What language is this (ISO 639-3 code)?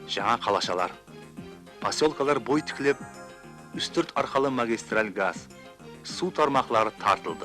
kaa